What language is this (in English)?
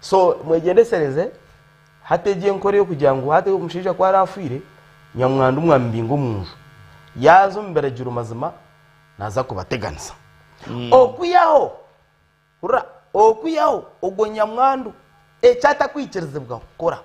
Nyankole